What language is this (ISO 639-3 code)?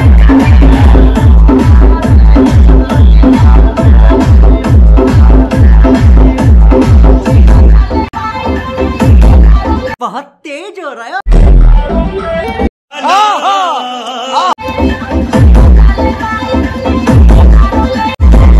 guj